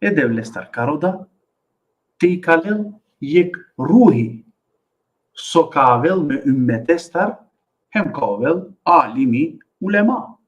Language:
Balkan Romani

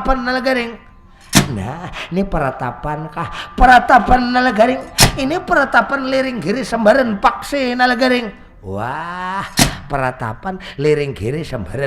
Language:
Banjar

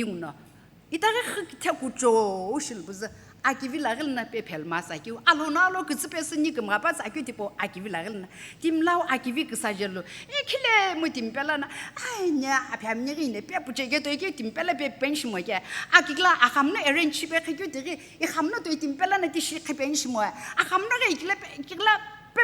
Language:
Sumi Naga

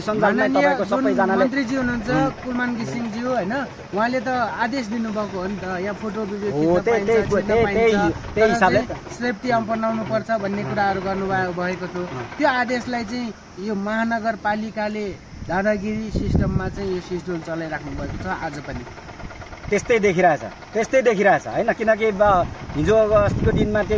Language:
Nepali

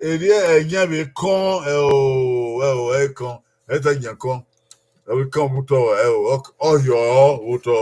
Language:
Bini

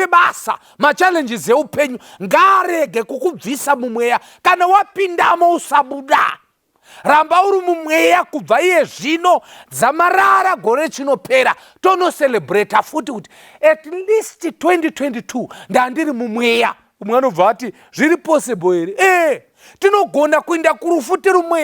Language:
Shona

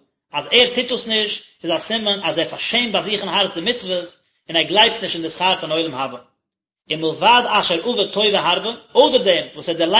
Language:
Yiddish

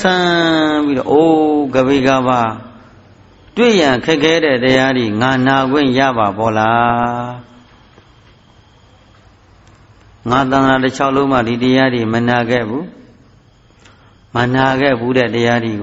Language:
Burmese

